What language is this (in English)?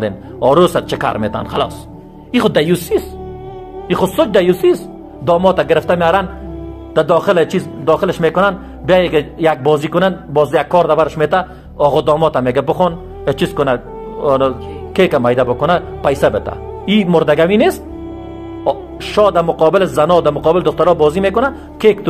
Persian